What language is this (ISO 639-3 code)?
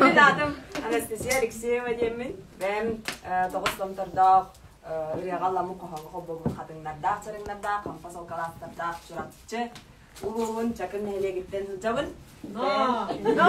sah